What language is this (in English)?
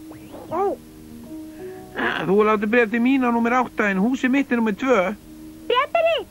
Icelandic